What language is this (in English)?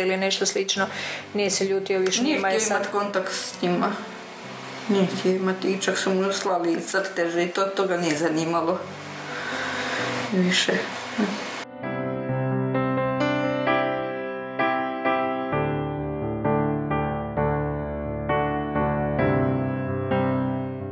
Croatian